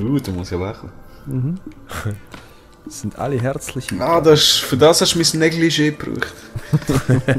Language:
Swiss German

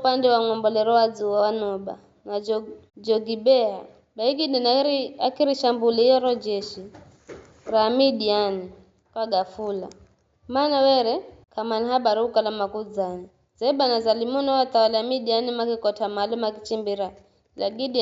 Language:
Giryama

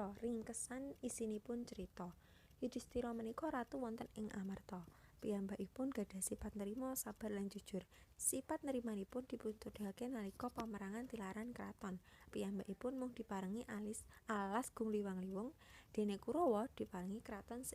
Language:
Javanese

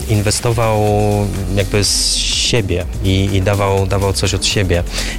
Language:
Polish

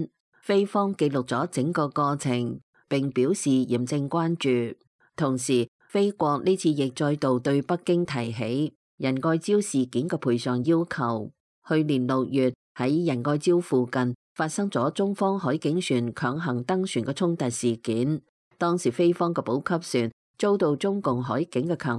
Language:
Cantonese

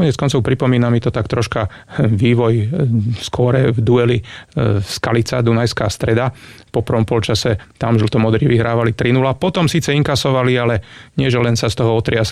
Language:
Slovak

